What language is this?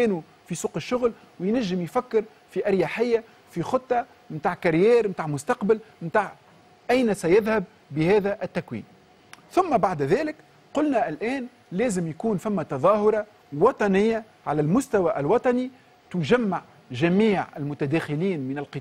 Tunisian Arabic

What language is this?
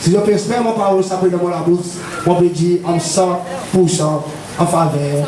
Seselwa Creole French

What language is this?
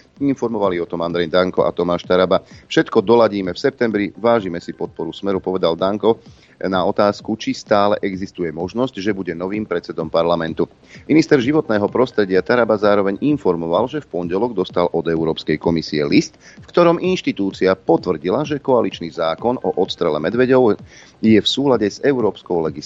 Slovak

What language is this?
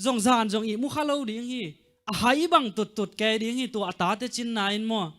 Tedim Chin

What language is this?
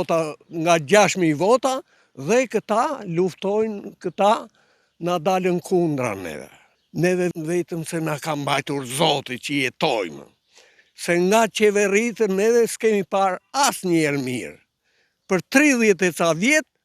Albanian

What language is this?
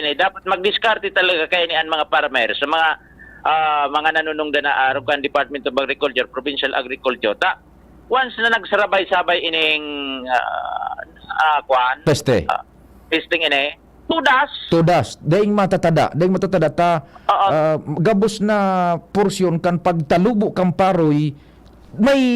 Bikol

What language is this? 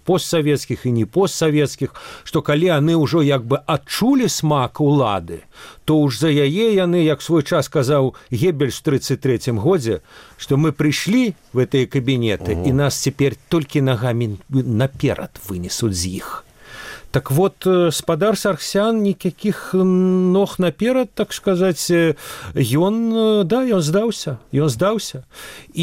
Belarusian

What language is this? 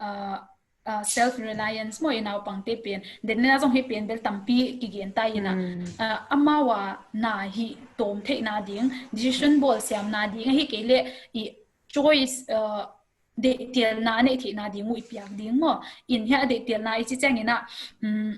Tedim Chin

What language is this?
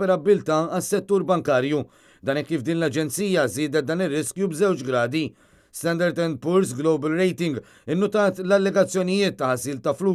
Maltese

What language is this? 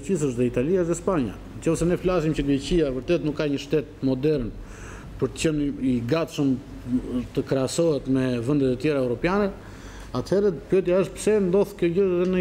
Albanian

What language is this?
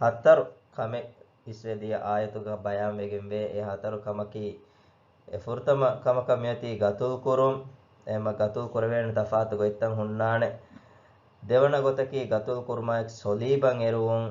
Divehi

